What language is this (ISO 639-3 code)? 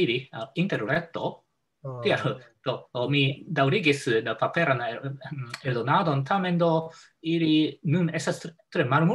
epo